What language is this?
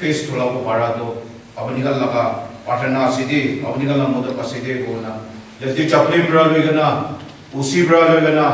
Naga Pidgin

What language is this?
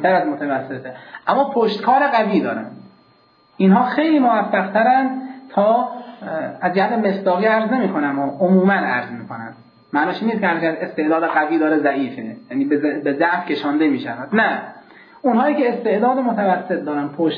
Persian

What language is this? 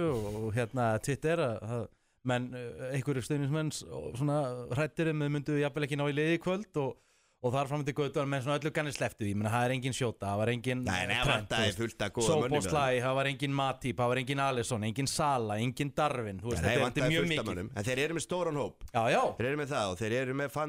Icelandic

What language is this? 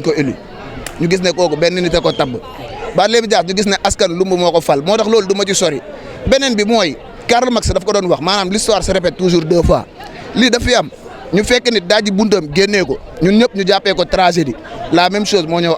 Wolof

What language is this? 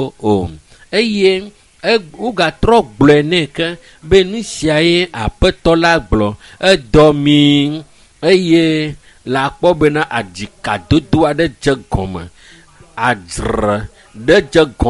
Ewe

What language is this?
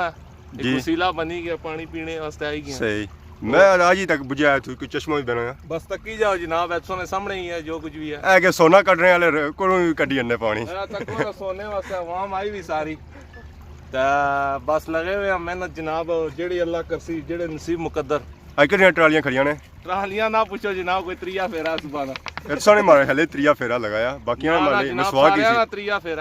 Pahari-Potwari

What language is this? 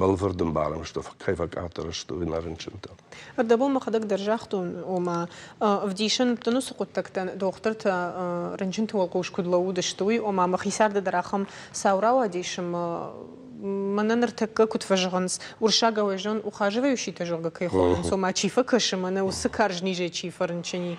Ossetic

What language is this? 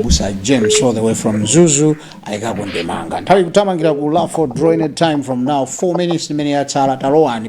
Nyanja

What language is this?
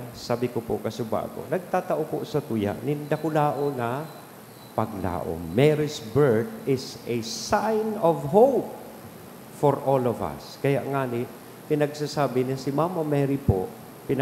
Bikol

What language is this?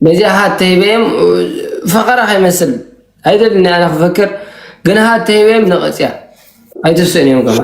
Tigrinya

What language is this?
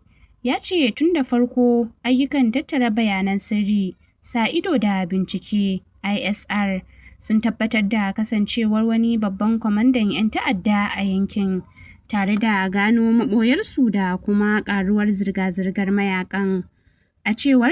Hausa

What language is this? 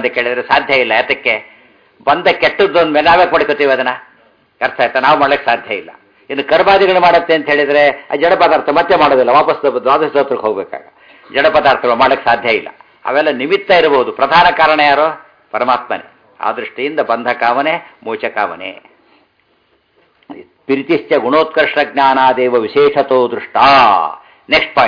Kannada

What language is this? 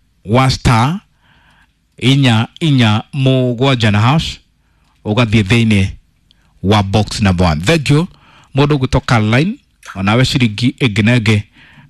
Kikuyu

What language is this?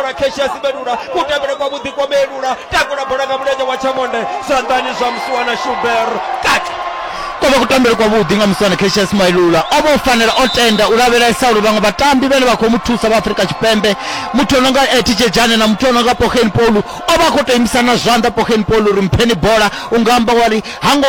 Venda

